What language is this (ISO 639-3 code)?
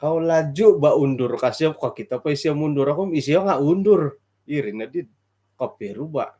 dtp